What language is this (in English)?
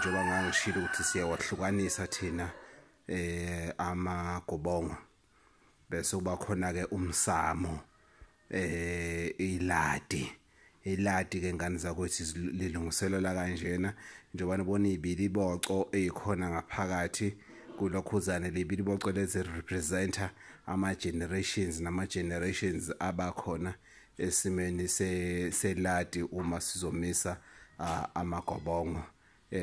Zulu